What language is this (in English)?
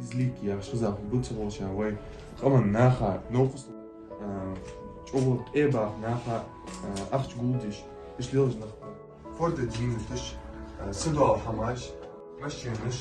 Ingush